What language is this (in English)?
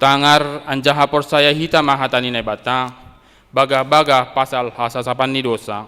Batak Simalungun